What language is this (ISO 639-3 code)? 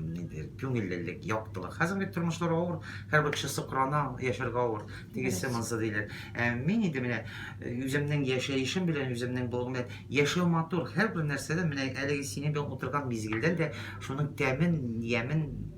tat